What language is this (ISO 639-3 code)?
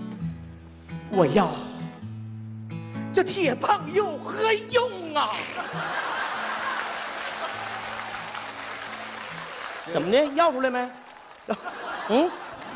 zho